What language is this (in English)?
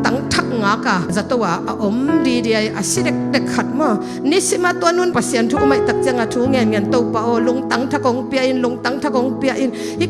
Tedim Chin